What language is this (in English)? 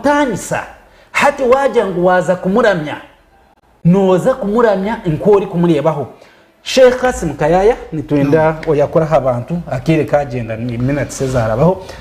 Nyankole